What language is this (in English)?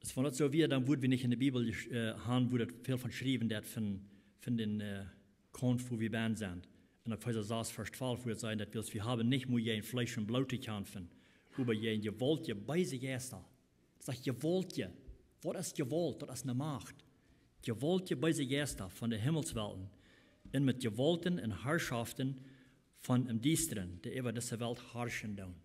Plautdietsch